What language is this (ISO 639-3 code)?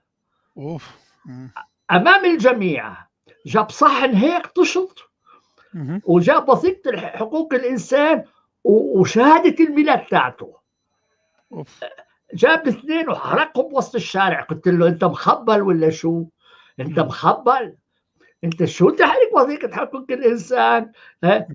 apc